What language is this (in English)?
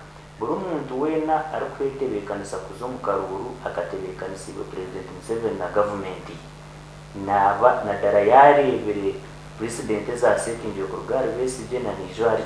Nyankole